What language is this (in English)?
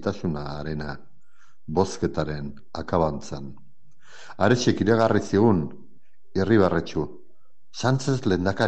Basque